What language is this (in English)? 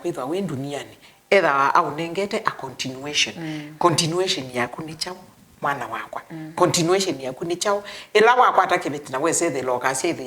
Kamba